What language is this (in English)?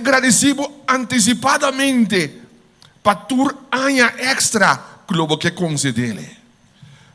Papiamento